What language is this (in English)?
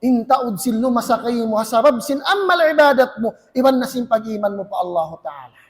Tausug